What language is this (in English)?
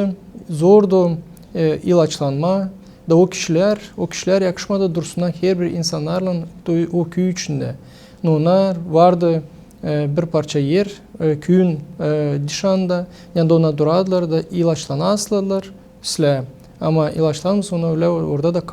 Gagauz